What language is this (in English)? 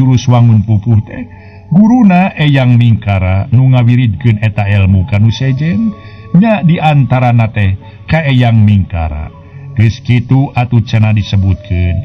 Sundanese